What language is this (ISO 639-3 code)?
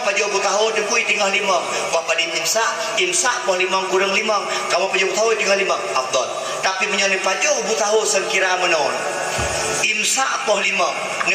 ace